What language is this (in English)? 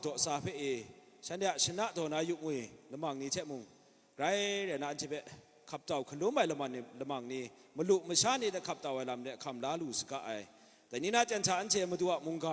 Kachin